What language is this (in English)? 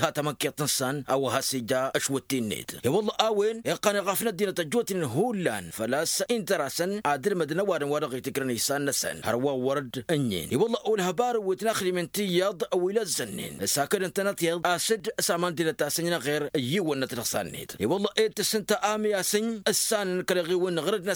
Tamasheq